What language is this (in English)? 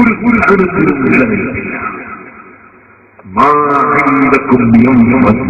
Malayalam